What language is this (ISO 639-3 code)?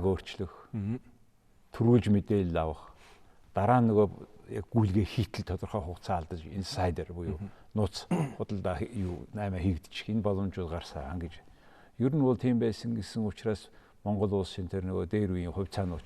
mon